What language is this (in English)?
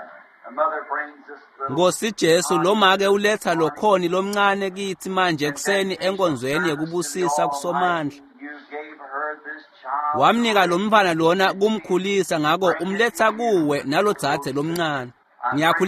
Swati